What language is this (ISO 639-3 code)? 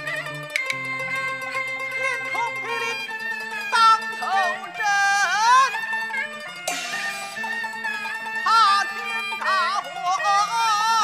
zho